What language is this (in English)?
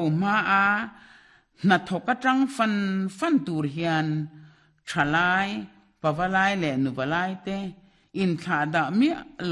Mizo